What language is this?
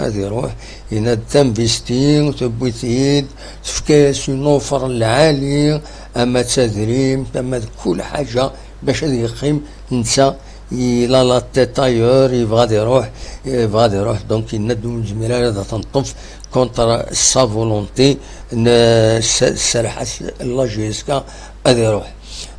Kabyle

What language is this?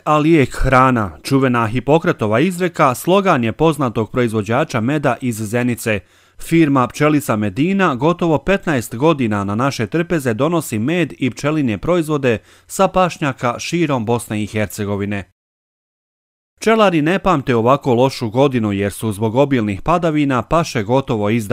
Bosnian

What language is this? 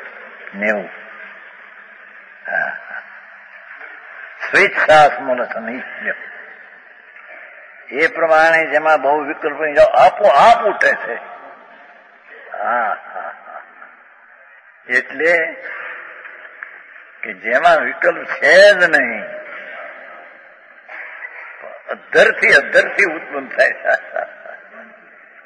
Gujarati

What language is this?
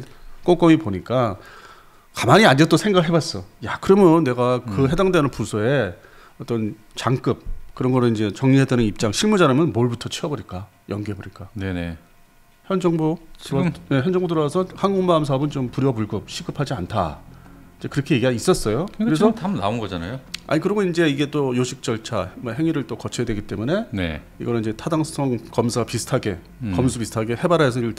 Korean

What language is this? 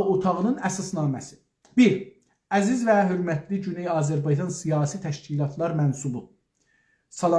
South Azerbaijani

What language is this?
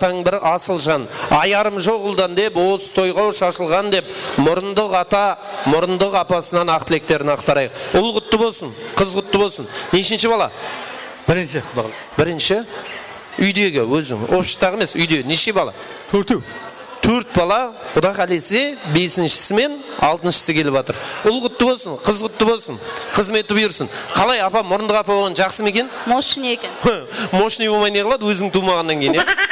Kara-Kalpak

